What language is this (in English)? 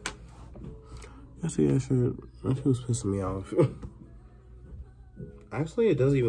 English